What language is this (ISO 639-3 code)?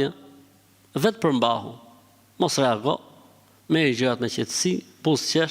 sqi